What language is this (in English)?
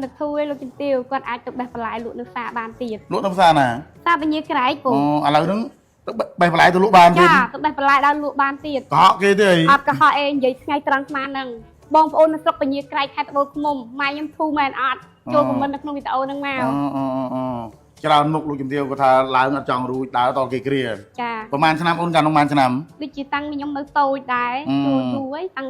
Khmer